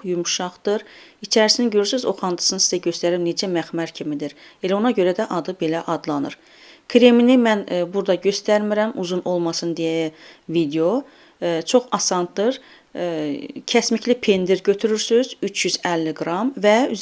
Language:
Azerbaijani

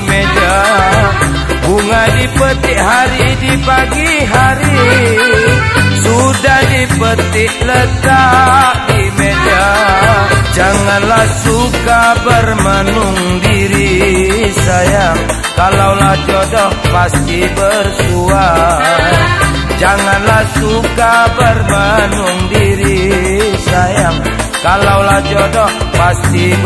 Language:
Malay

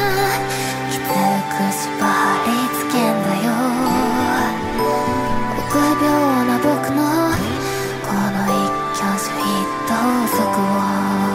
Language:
Japanese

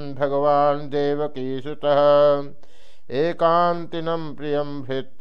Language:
Sanskrit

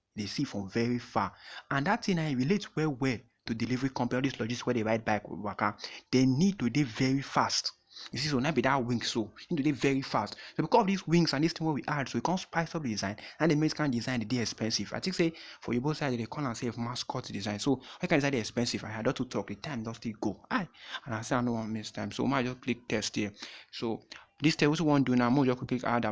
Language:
Nigerian Pidgin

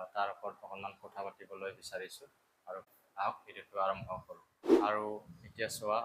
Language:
Assamese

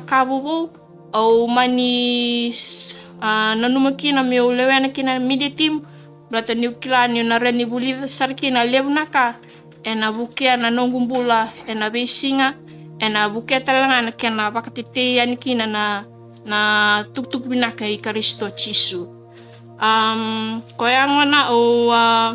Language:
Fijian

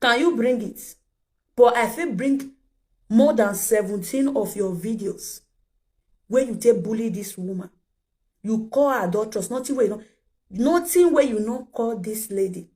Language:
Nigerian Pidgin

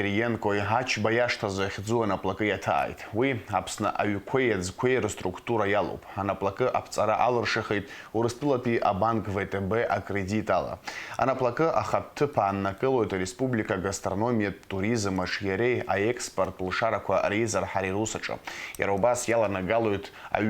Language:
Abkhazian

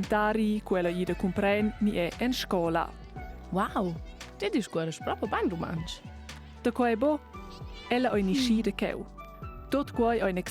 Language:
Romansh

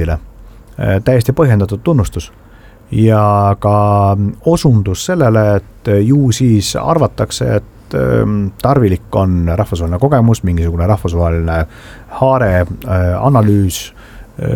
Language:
Estonian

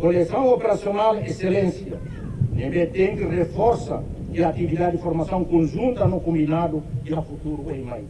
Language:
Tetum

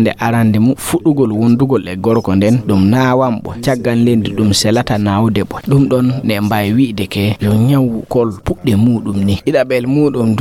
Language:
Fula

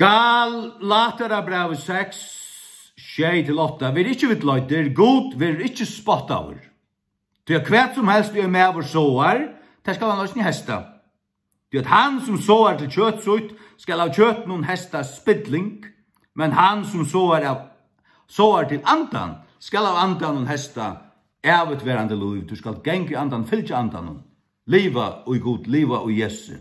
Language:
Faroese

